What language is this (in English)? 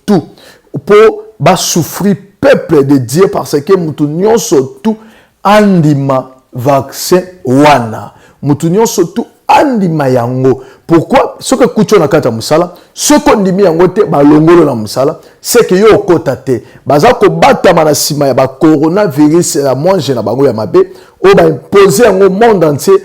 Lingala